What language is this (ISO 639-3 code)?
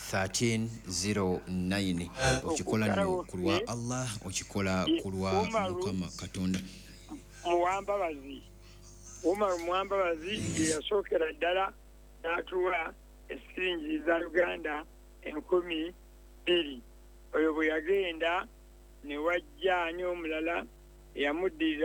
lug